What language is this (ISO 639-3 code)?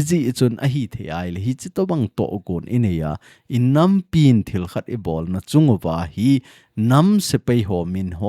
tcz